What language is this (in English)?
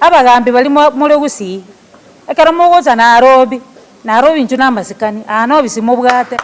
Gusii